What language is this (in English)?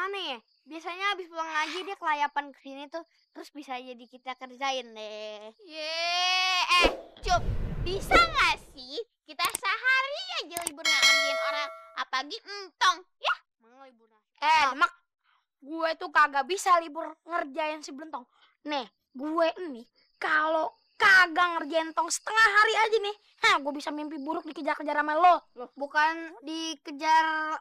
Betawi